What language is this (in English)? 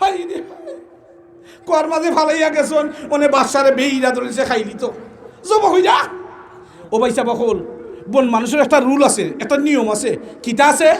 Sylheti